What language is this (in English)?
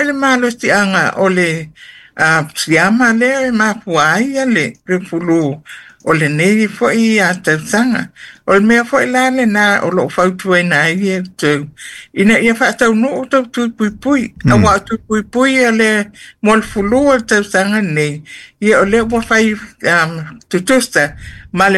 Samoan